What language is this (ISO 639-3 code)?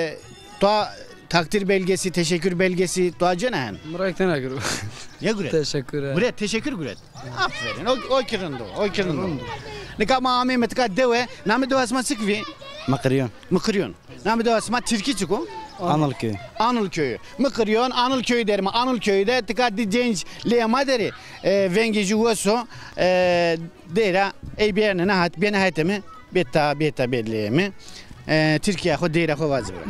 zza